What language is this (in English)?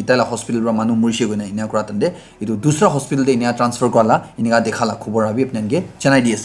Naga Pidgin